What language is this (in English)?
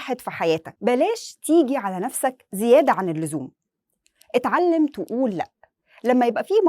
Egyptian Arabic